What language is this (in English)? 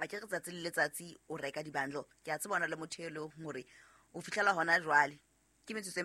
Southern Sotho